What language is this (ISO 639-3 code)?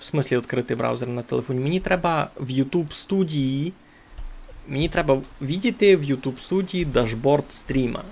rue